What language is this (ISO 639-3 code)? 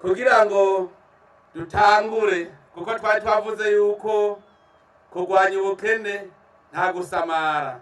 run